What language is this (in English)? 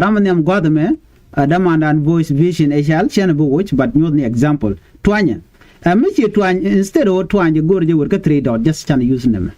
Nuer